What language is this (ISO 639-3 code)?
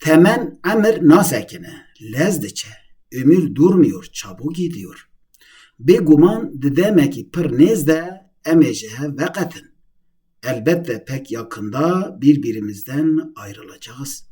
kur